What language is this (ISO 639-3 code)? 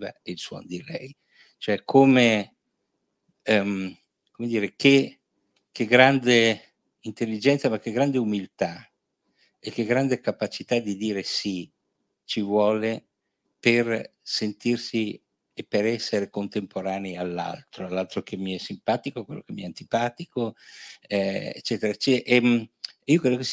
ita